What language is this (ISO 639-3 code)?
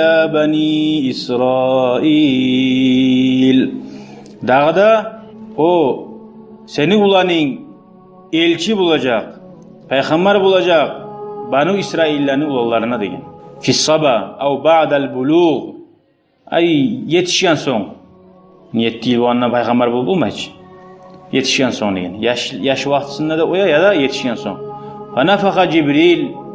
kum